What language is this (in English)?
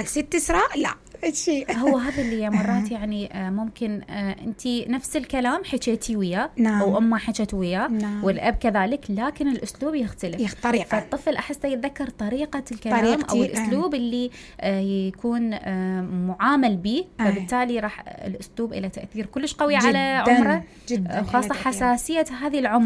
Mesopotamian Arabic